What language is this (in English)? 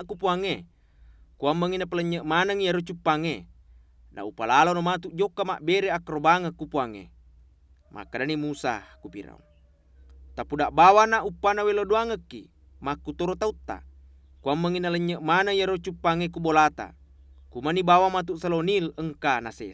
Buginese